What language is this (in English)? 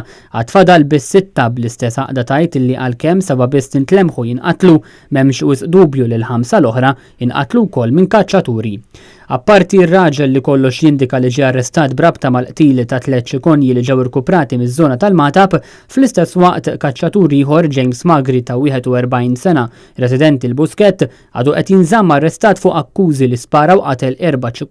Maltese